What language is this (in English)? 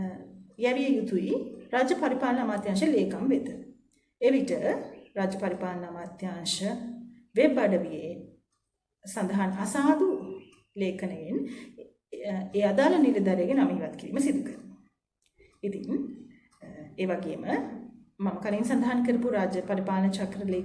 Sinhala